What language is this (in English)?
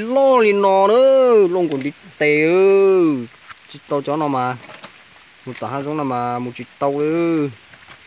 Hmong